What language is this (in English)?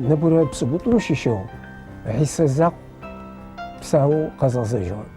Adyghe